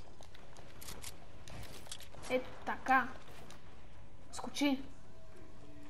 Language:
Bulgarian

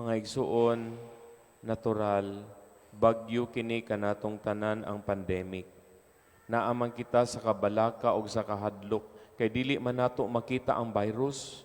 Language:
Cebuano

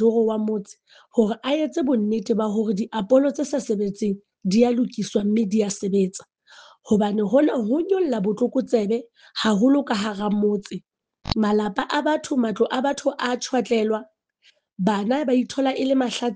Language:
Southern Sotho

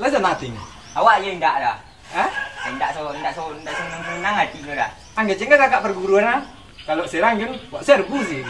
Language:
Minangkabau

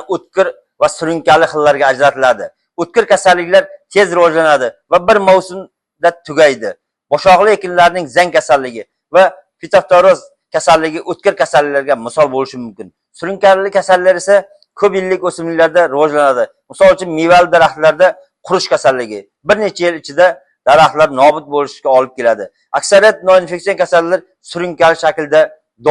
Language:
Uzbek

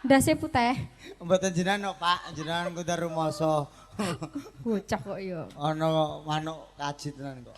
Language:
Javanese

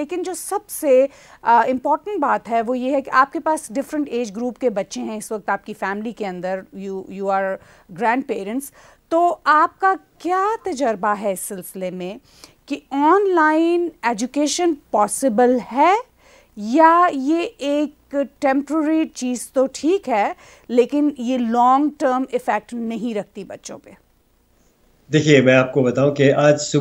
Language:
Urdu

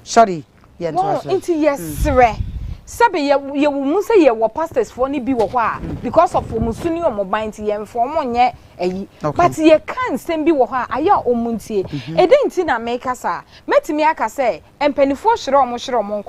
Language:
Akan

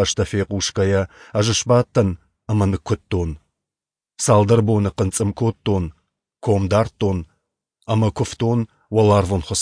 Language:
Ossetic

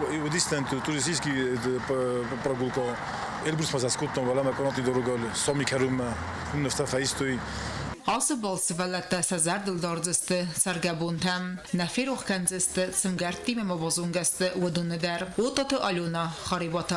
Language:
Ossetic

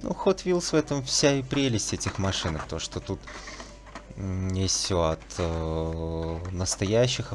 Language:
Russian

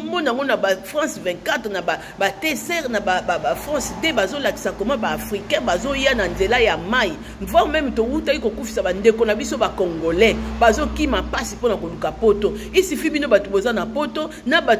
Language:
Lingala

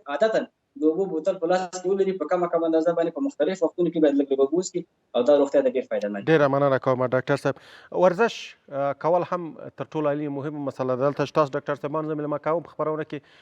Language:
Pashto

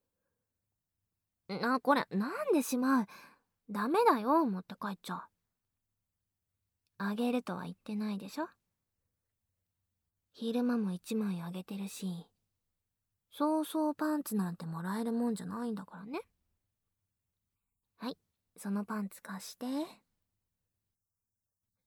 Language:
Japanese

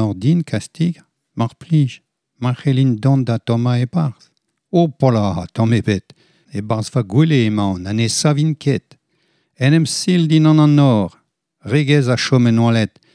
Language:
Breton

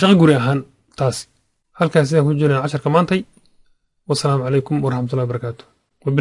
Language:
Somali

